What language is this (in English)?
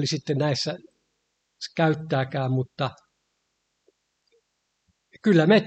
Finnish